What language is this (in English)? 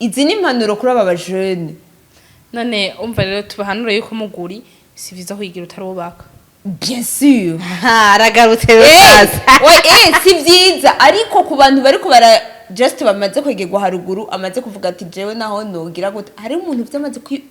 Rundi